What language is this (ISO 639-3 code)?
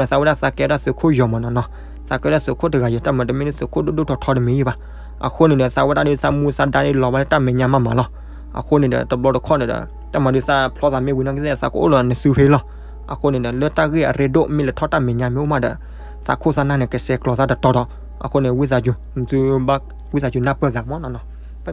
ksw